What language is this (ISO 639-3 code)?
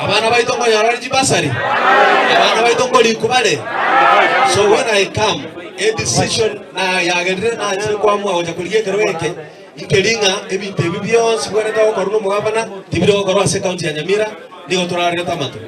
guz